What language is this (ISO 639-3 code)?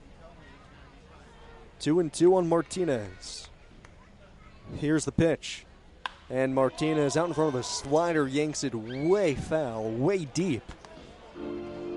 eng